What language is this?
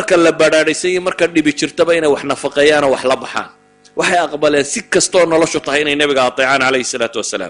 Somali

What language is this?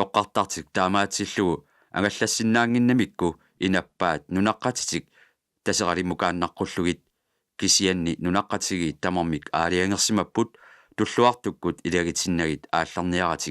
Kalaallisut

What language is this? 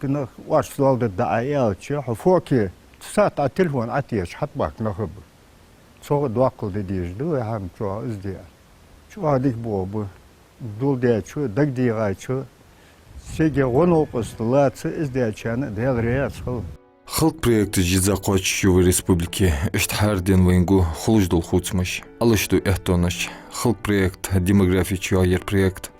Ingush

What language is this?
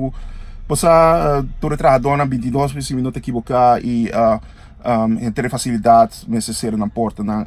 Papiamento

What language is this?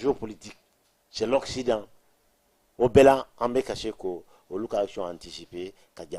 Bambara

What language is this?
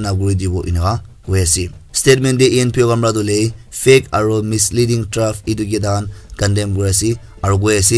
Naga Pidgin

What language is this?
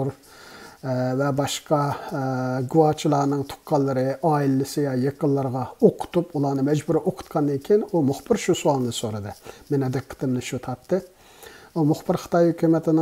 Uyghur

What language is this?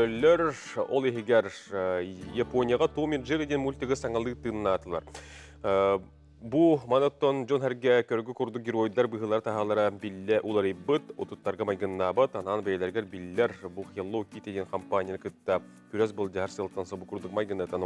Yakut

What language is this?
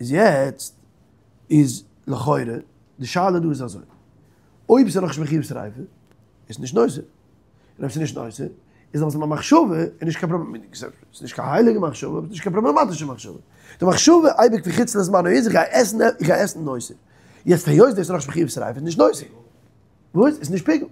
Yiddish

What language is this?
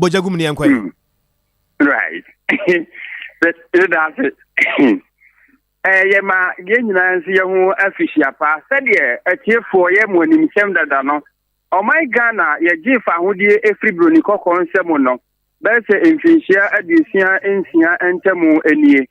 Akan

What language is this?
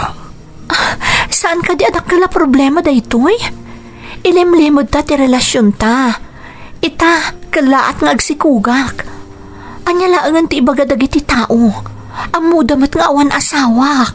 Iloko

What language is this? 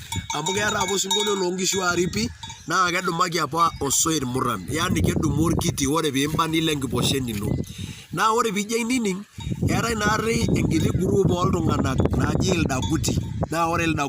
Masai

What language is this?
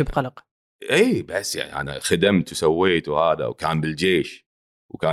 Gulf Arabic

